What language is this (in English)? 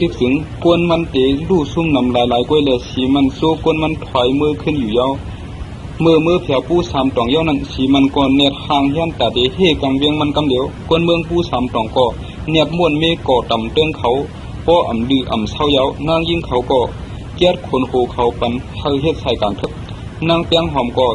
Shan